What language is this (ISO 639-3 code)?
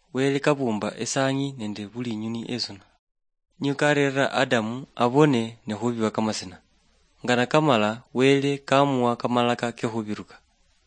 luy